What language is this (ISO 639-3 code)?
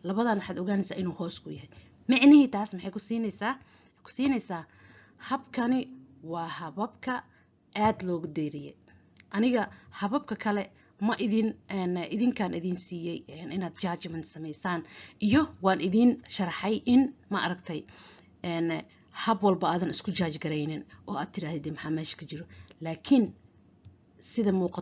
som